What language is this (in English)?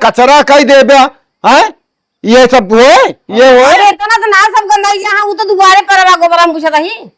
Awadhi